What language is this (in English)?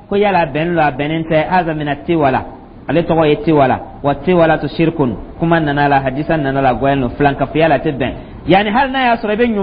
Dyula